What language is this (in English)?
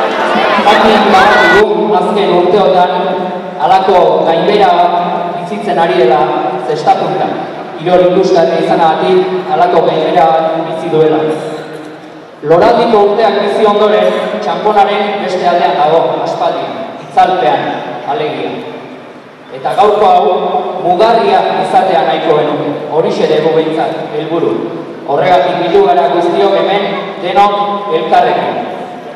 Basque